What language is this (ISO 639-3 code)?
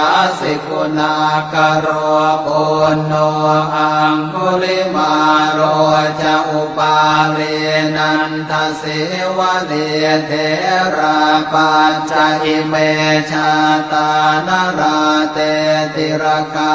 pli